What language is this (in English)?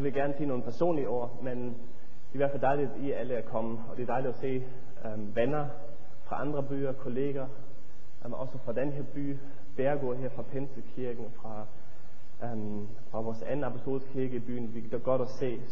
Danish